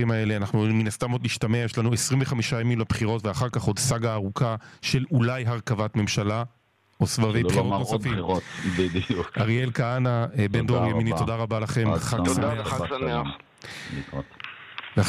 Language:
Hebrew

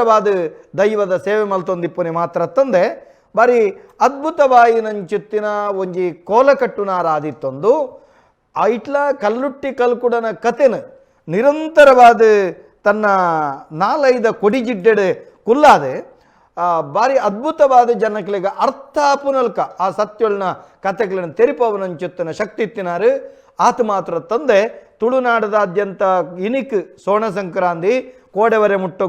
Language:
Tulu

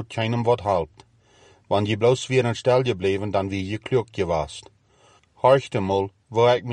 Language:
Plautdietsch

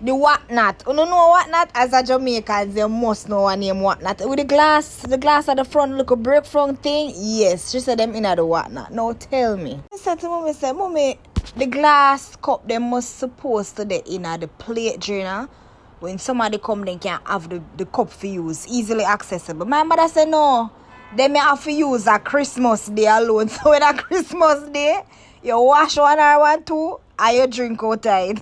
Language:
Jamaican Creole English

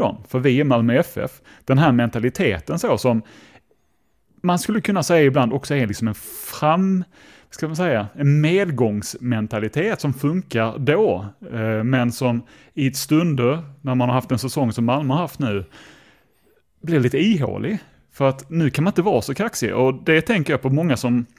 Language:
Swedish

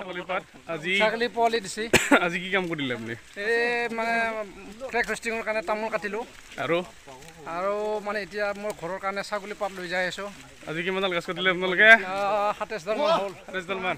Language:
Assamese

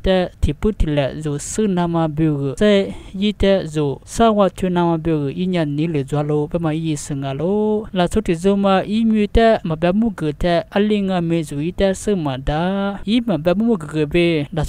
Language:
Lisu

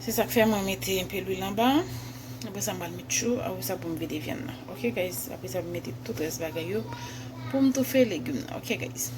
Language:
Haitian Creole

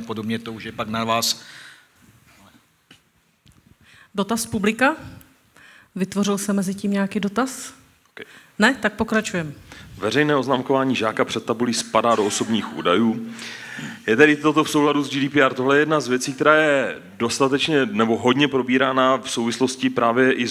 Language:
Czech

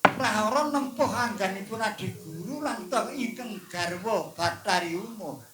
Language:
Javanese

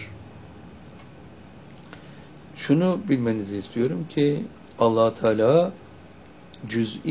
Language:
Turkish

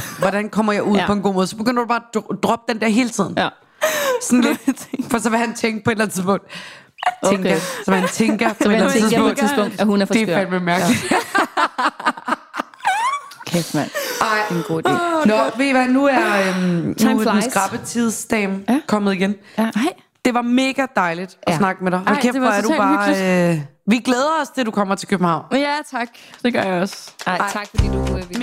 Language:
Danish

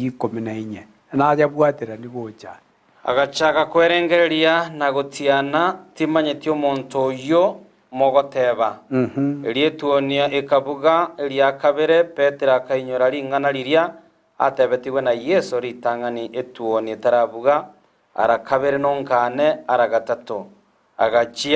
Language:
Gusii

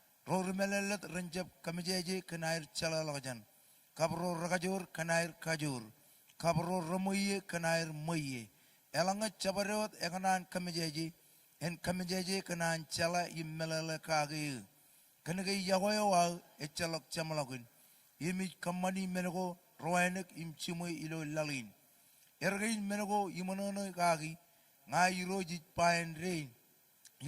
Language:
Marshallese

